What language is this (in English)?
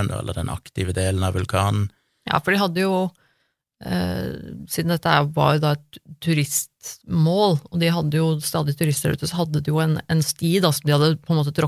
Norwegian